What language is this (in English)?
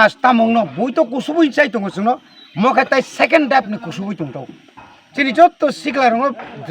Kok Borok